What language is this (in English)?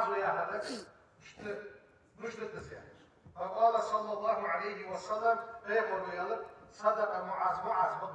Ingush